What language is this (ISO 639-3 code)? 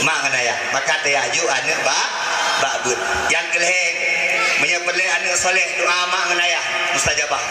ace